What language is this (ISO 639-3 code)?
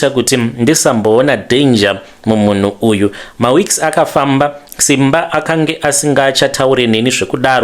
sna